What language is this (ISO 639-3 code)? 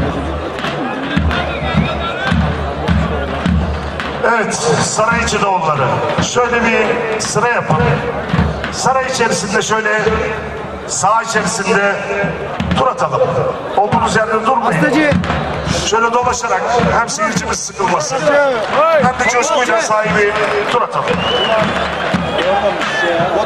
tur